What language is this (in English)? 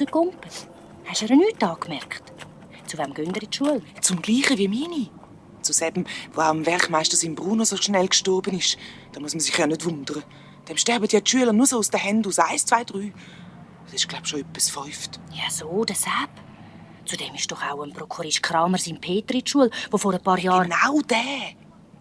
Swiss German